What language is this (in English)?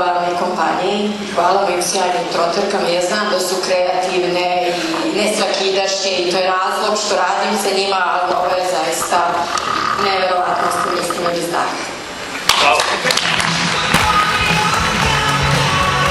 Serbian